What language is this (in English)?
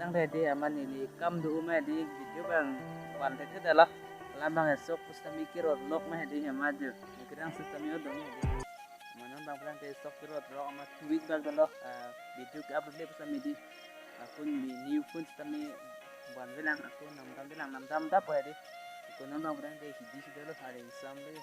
Karbi